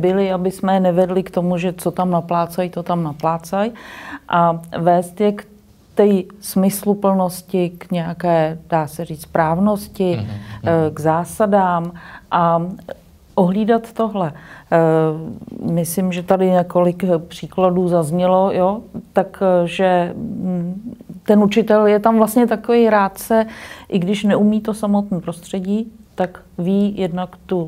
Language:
Czech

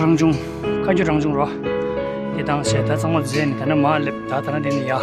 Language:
Tibetan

